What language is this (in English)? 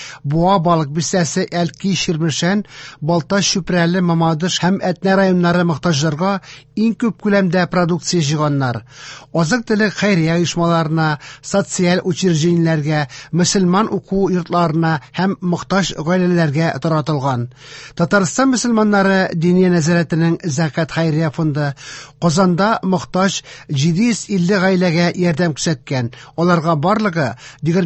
Tatar